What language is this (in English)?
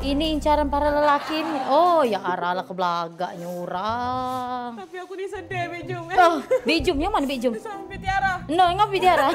Musi